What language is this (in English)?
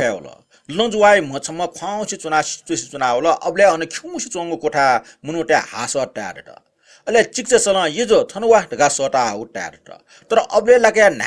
Newari